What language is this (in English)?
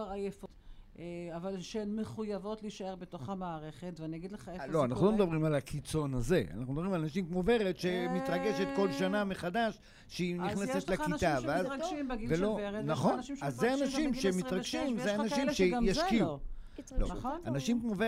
Hebrew